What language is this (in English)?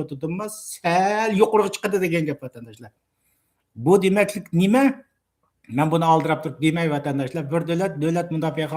Uyghur